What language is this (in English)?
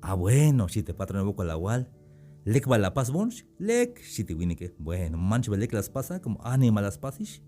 Tzeltal